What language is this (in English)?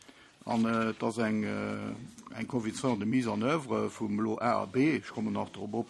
Luxembourgish